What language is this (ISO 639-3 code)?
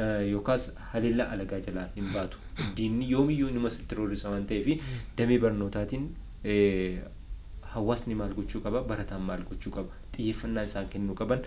orm